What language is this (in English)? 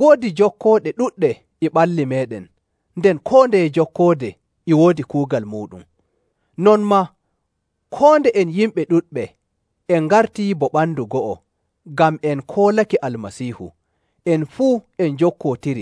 Nigerian Fulfulde